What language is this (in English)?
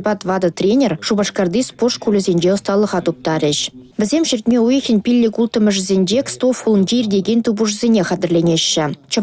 Chuvash